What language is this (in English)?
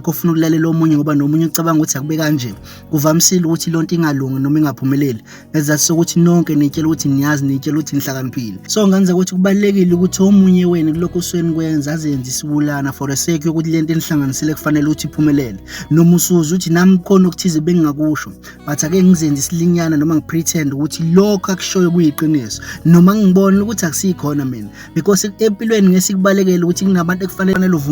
Zulu